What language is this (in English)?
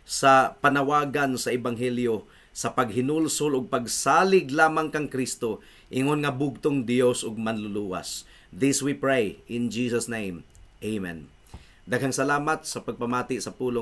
Cebuano